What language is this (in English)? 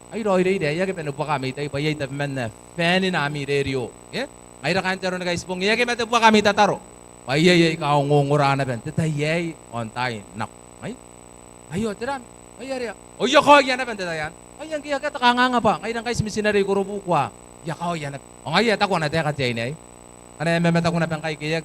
Gilbertese